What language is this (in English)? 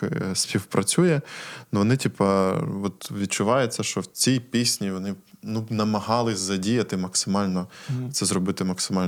Ukrainian